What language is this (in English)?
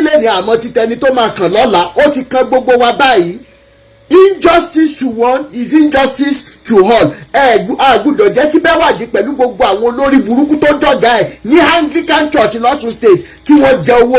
Yoruba